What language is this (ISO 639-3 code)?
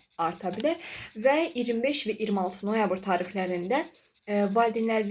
aze